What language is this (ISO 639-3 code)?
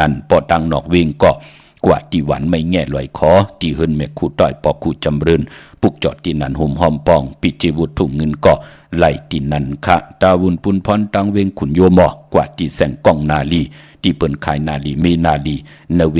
shn